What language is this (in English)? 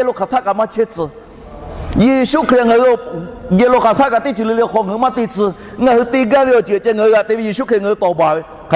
Lahu